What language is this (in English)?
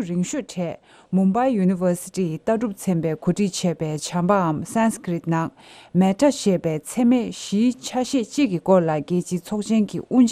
Tibetan